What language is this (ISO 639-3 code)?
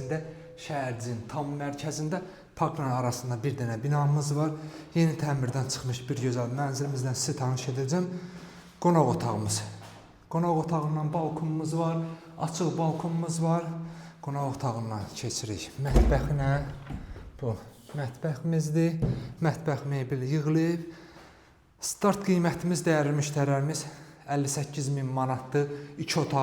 aze